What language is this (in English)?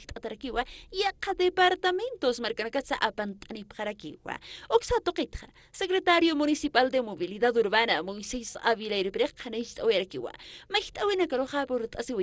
Aymara